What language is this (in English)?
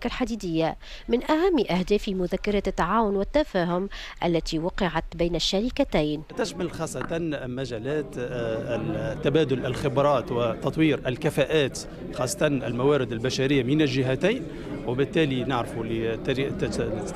Tunisian Arabic